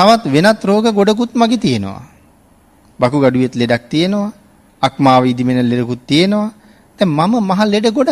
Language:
Sinhala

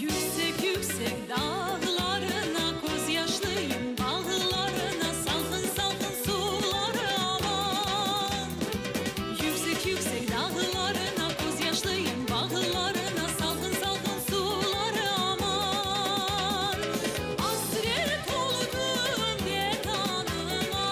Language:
Crimean Tatar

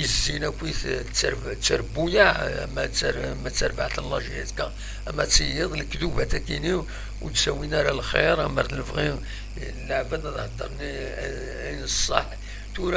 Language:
Kabyle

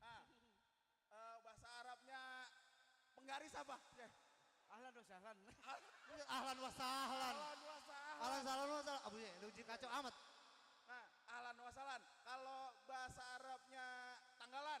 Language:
Betawi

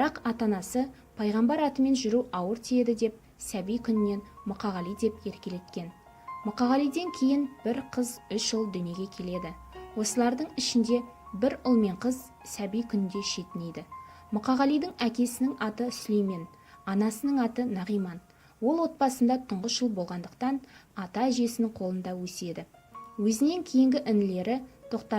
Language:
Kazakh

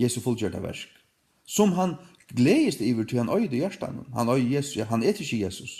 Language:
Faroese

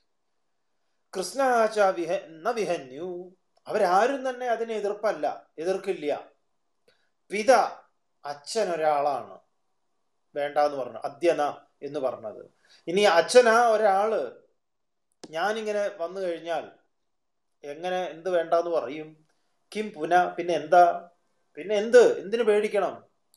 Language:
Malayalam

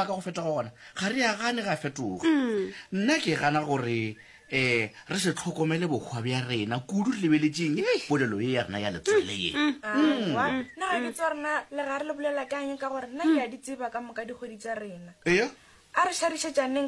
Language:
Northern Sotho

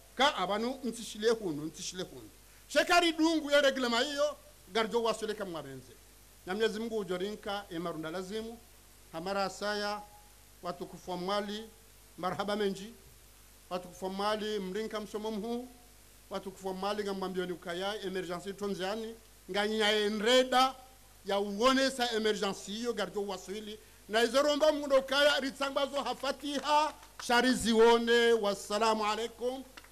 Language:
Ngazidja Comorian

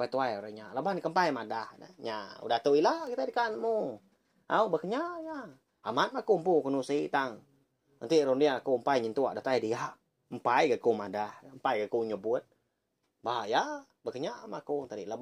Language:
Iban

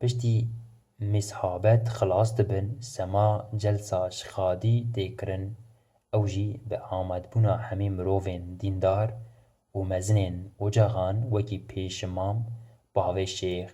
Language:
Kurdish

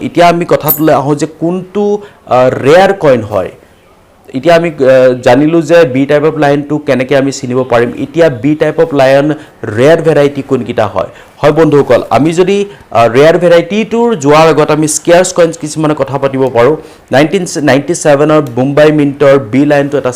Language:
Assamese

